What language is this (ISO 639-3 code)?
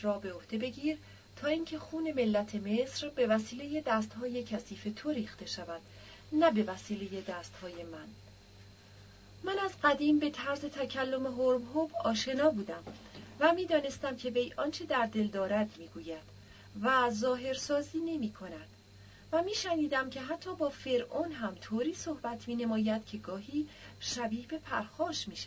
fas